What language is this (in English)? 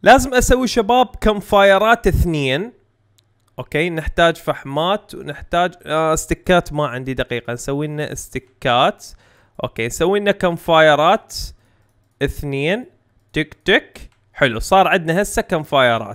Mesopotamian Arabic